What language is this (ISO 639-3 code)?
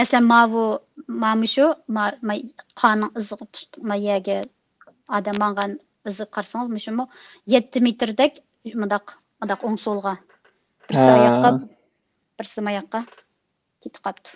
uig